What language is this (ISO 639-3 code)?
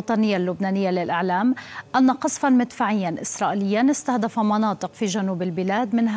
ara